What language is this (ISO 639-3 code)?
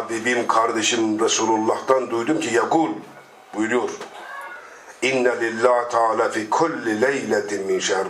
tur